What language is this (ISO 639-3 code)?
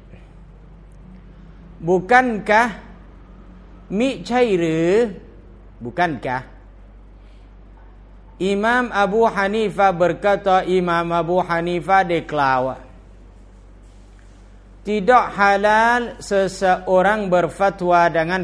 tha